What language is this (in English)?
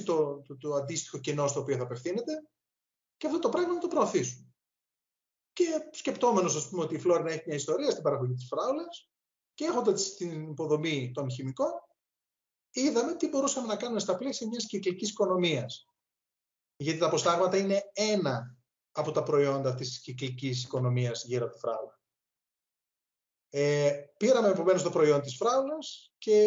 Greek